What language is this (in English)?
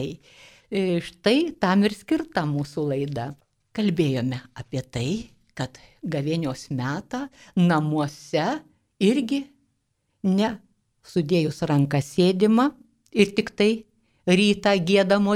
Lithuanian